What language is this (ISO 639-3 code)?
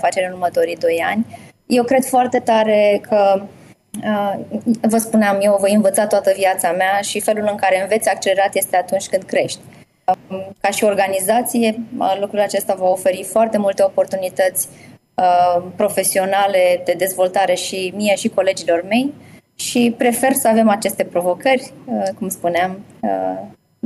ron